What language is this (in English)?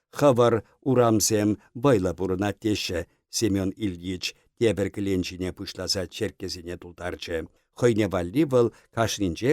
Chuvash